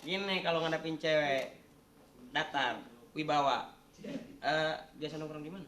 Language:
Betawi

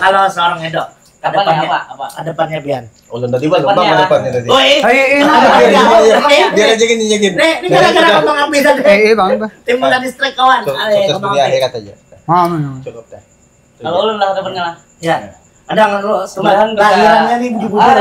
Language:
Banjar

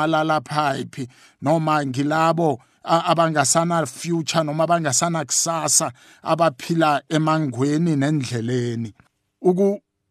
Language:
South Ndebele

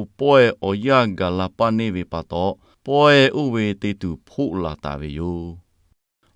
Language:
Lahu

